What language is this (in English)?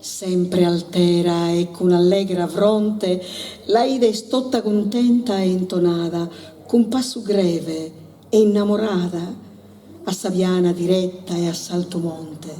Sardinian